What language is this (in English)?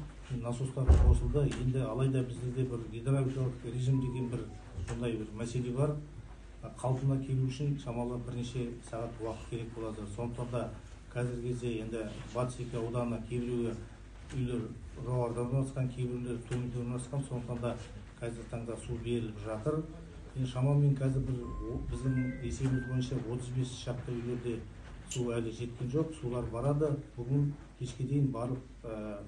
Kazakh